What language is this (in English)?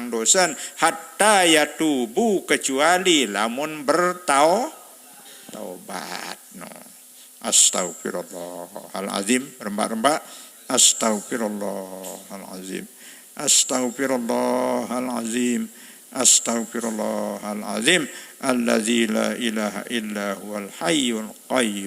Sasak